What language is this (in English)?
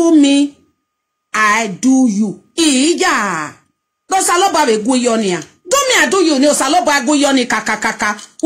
Nigerian Pidgin